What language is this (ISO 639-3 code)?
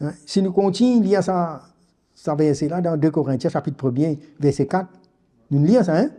mfe